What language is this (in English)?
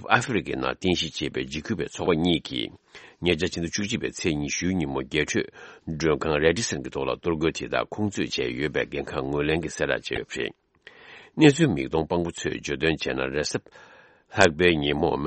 Tibetan